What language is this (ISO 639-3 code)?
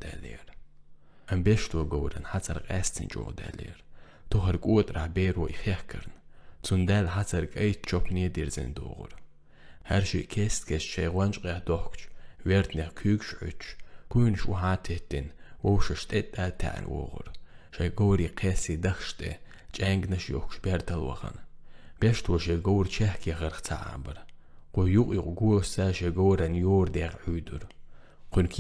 che